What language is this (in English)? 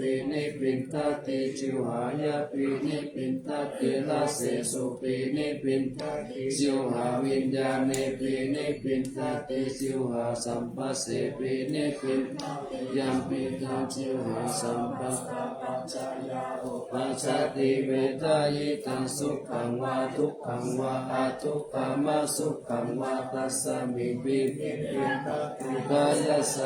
Pali